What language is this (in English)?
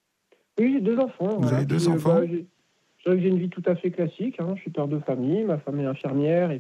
French